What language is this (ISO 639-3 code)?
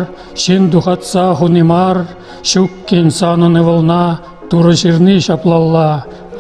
chv